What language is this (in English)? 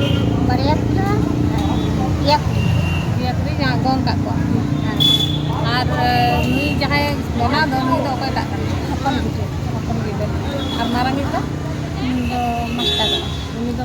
Santali